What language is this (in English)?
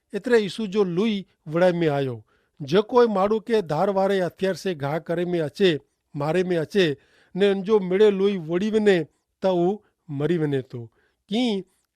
Kachhi